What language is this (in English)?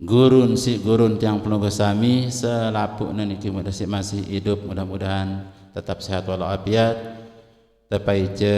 Sasak